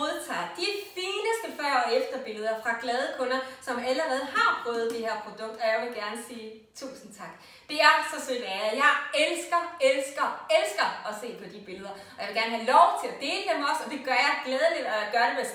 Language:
Danish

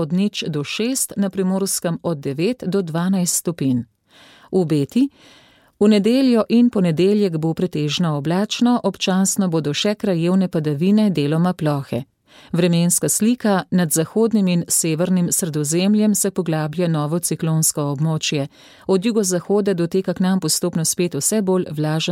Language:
Slovenian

